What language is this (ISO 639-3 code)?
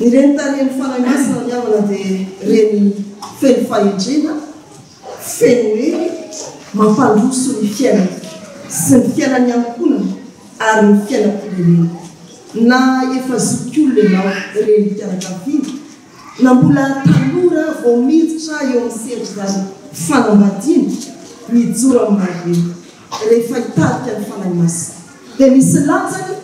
mlg